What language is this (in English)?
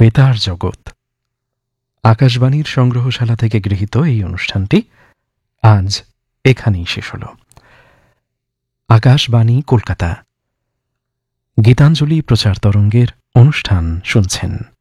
Bangla